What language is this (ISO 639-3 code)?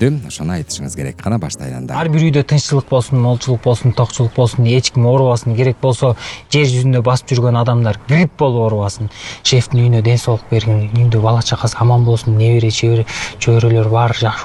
kir